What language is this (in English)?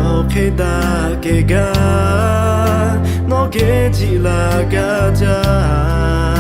Lahu